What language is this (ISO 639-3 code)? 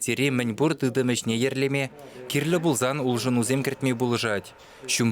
chv